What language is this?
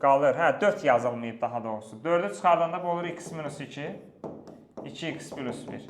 Azerbaijani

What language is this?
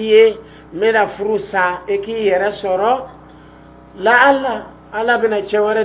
Dyula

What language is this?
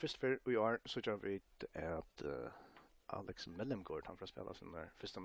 Faroese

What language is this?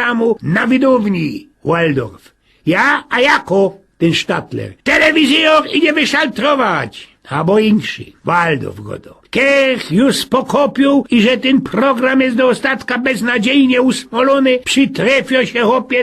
Silesian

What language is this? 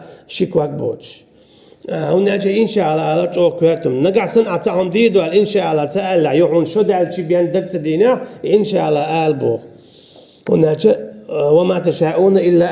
Chechen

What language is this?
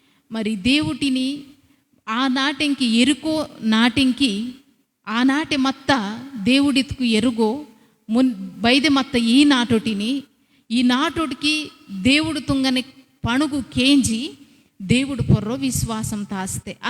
Koya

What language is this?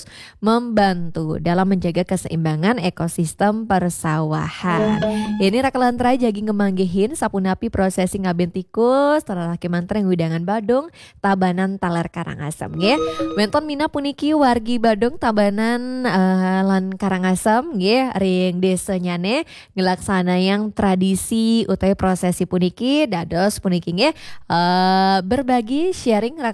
Balinese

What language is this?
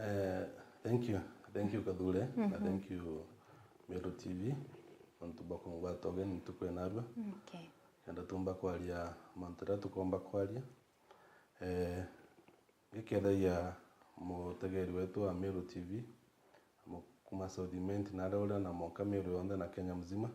Meru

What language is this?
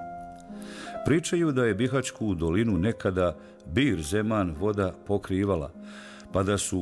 Bosnian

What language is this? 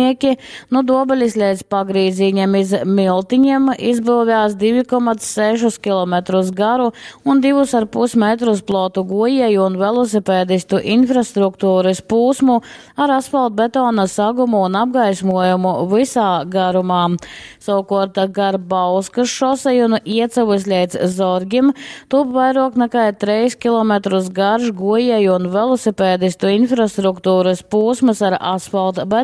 Latgalian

